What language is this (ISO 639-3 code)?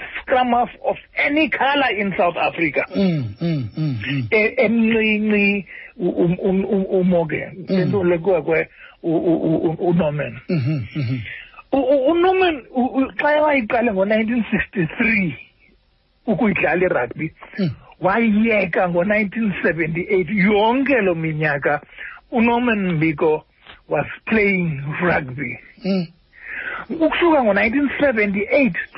xho